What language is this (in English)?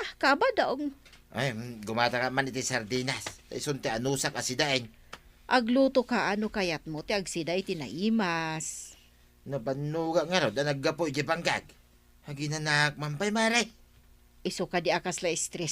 Iloko